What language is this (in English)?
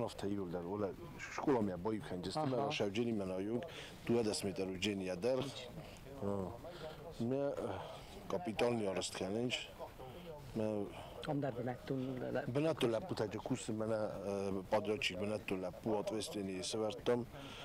Ossetic